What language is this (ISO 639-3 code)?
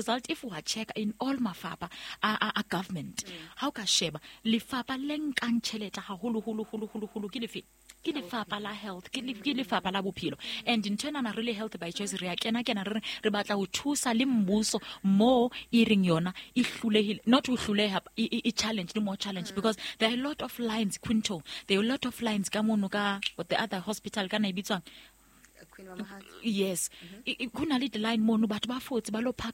sot